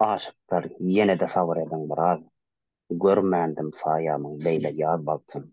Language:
Turkmen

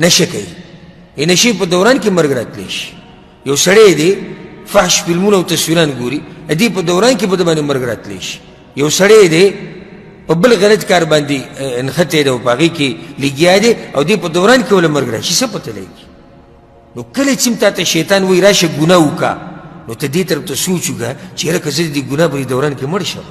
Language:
Pashto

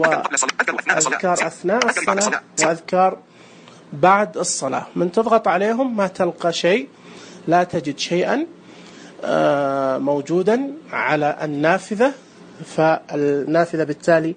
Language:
Najdi Arabic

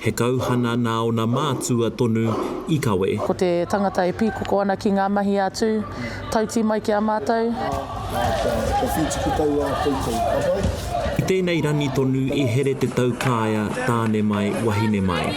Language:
Māori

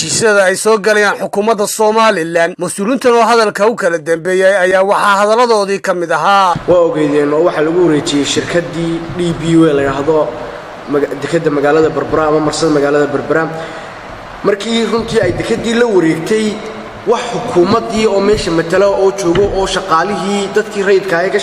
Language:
Somali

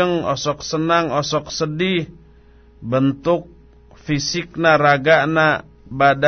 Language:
Sundanese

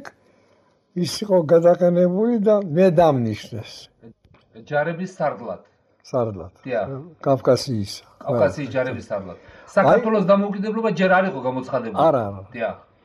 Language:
Georgian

